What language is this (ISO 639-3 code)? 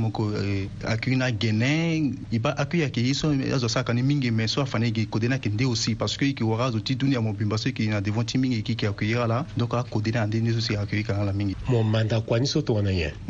sag